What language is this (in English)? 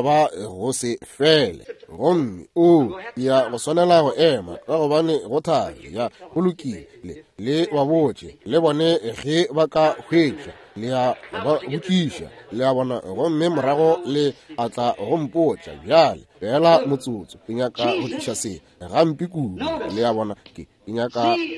Northern Sotho